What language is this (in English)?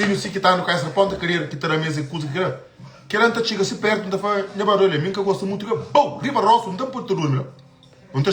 Kabuverdianu